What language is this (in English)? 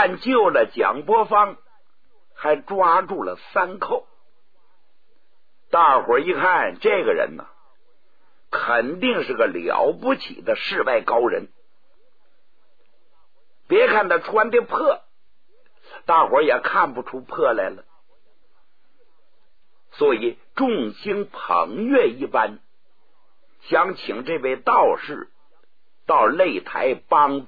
Chinese